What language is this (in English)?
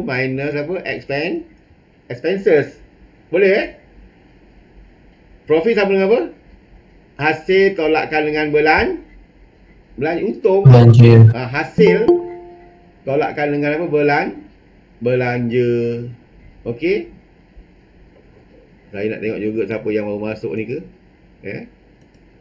Malay